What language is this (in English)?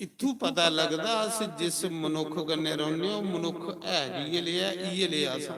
Dogri